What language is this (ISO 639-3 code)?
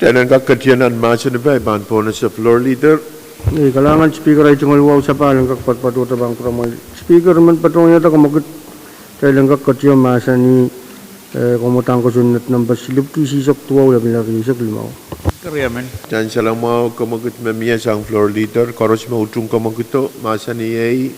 pon